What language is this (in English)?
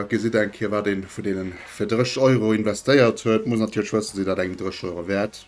Luxembourgish